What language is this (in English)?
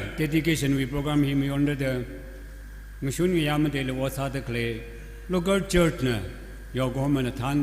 Tangkhul Naga (India)